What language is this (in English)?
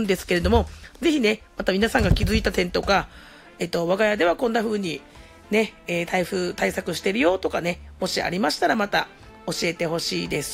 Japanese